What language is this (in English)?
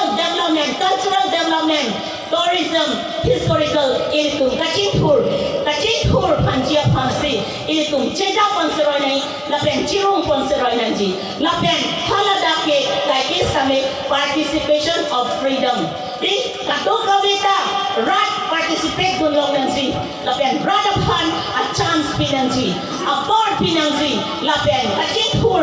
Karbi